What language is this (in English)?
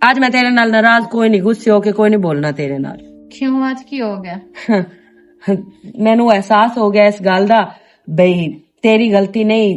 Western Panjabi